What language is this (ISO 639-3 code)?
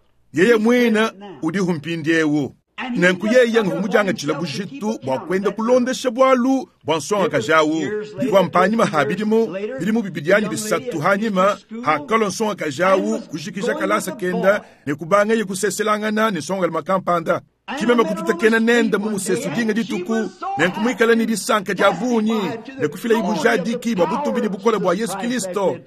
lua